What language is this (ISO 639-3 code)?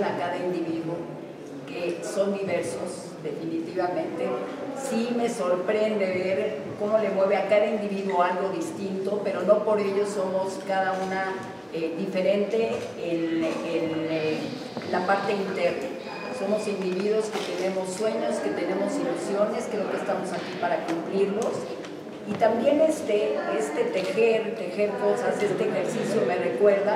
spa